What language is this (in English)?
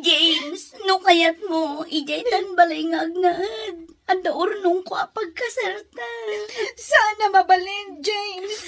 Iloko